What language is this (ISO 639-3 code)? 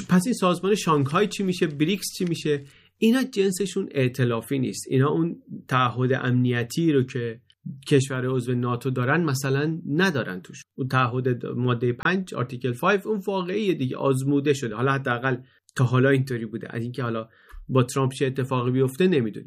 fas